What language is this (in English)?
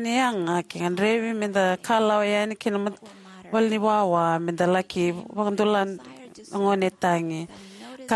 Fijian